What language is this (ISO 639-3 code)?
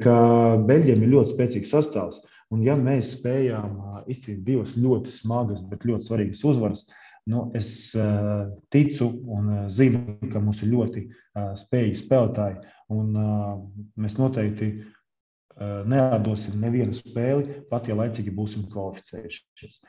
lav